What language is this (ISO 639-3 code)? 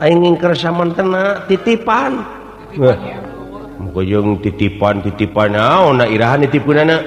sun